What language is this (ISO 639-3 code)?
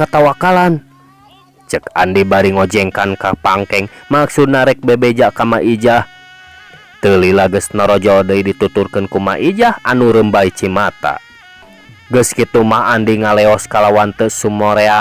sun